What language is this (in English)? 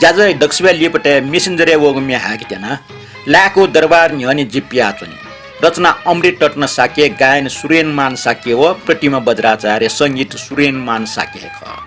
Newari